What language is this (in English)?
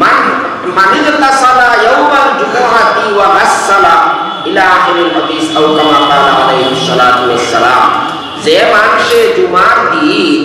Sylheti